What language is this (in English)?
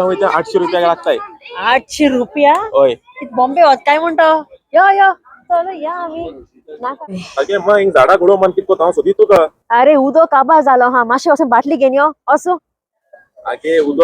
Konkani